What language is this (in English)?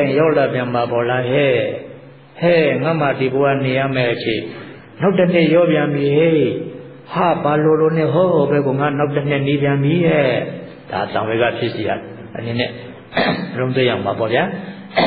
Burmese